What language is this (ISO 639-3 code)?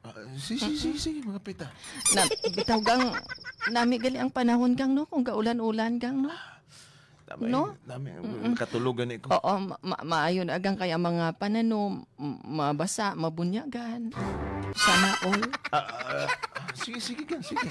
hil